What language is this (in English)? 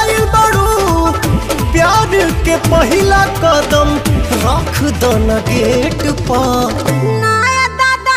Bhojpuri